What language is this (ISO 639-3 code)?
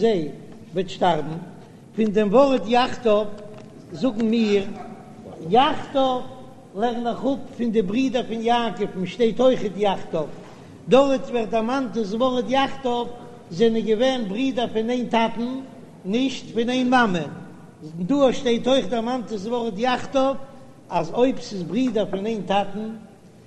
yid